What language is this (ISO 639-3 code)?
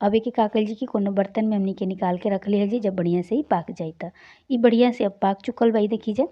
bho